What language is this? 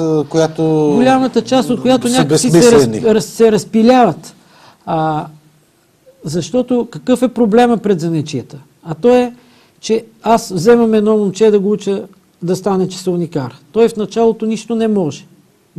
Bulgarian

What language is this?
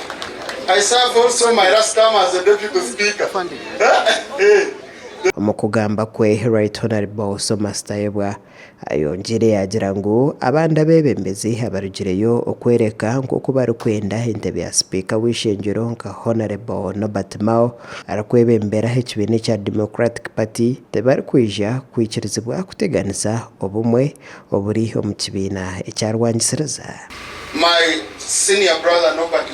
Nyankole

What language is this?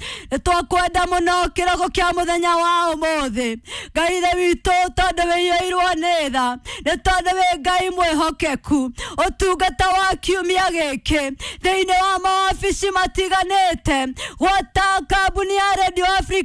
Kikuyu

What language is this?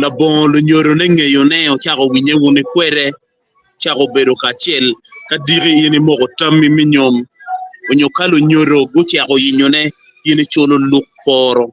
Acoli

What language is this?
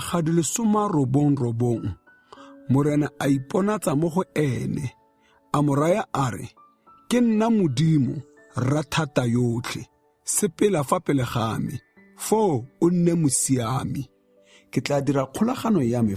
Tswana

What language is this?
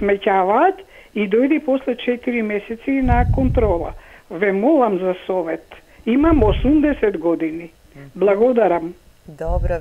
Macedonian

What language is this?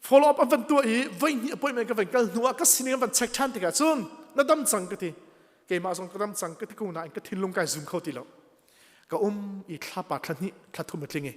Hakha Chin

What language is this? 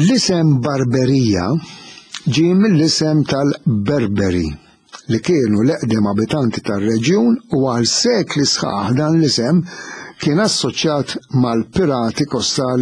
Maltese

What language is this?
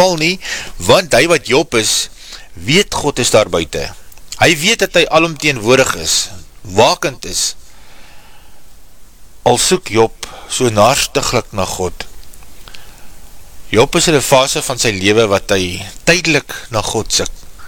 Afrikaans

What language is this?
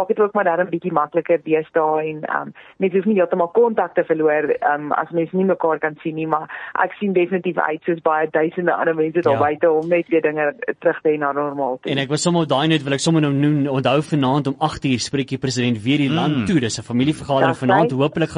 Afrikaans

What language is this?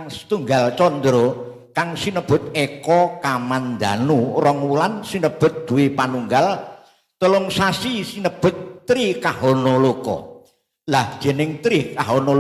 Javanese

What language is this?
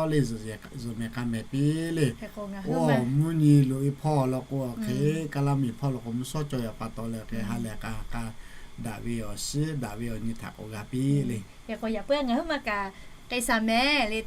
Lahu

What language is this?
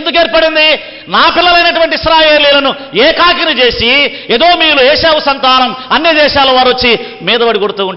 Telugu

